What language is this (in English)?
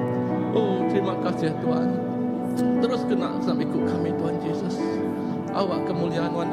Iban